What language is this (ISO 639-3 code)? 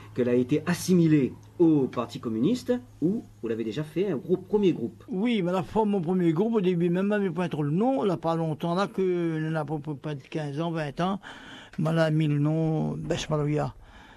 rcf